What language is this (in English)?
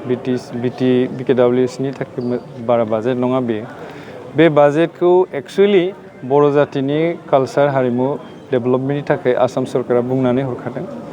Bodo